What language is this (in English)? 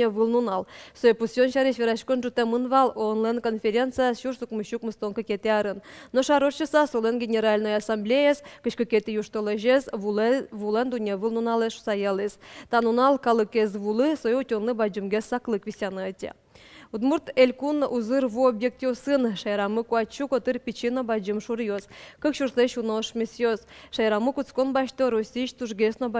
Udmurt